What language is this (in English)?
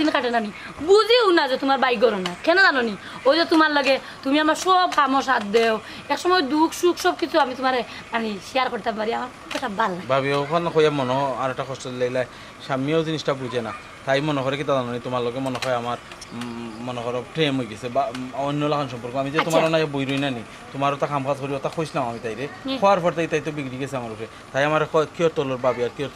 Sylheti